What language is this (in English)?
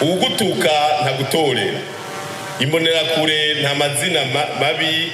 Rundi